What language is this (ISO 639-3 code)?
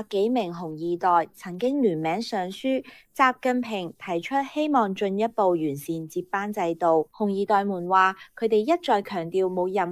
yue